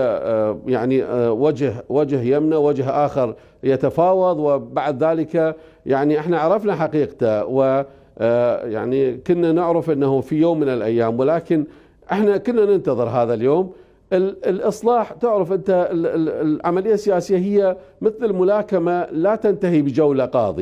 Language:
Mesopotamian Arabic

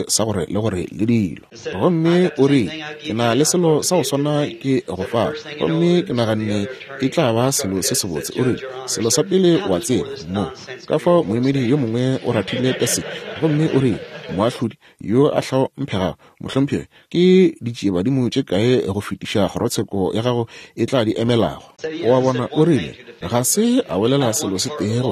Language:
Northern Sotho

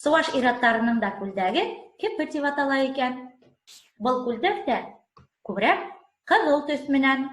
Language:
Bashkir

